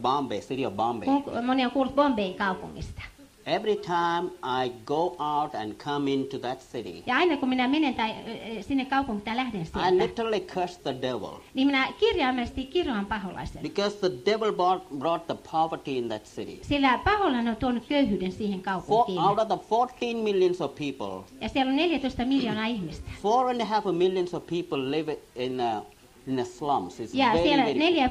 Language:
Finnish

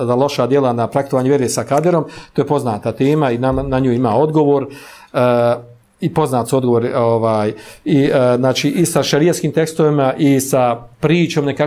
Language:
Bosnian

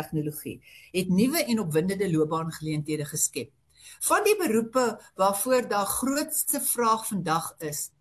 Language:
Afrikaans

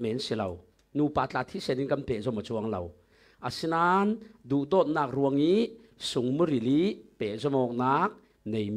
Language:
Falam Chin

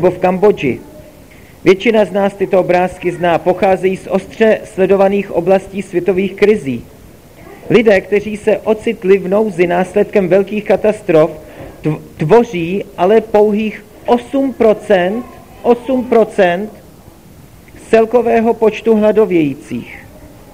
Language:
Czech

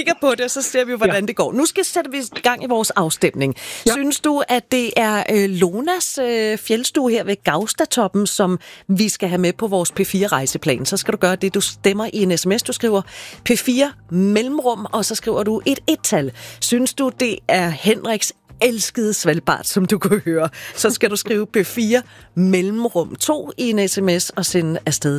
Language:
Danish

